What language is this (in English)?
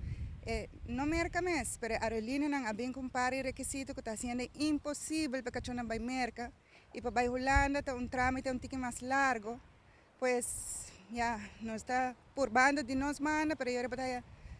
Papiamento